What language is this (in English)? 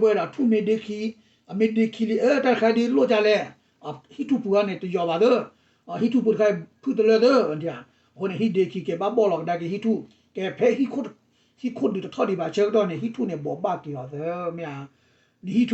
S'gaw Karen